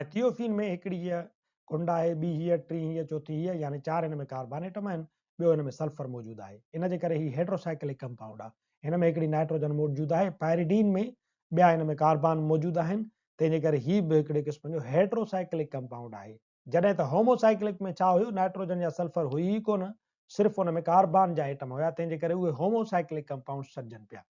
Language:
Sindhi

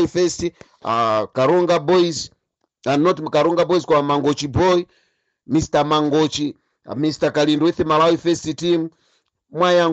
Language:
Nyanja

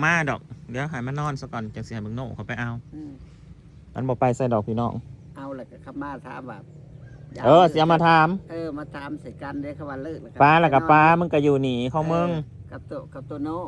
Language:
Northeastern Thai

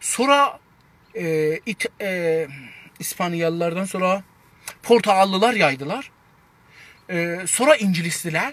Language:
South Azerbaijani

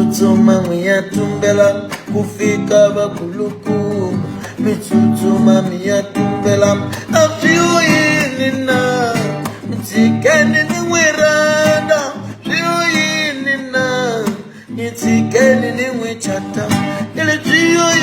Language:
Tsonga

